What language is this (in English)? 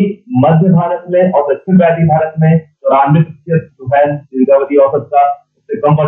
Hindi